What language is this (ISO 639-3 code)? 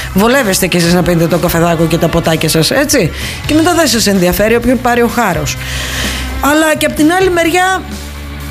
ell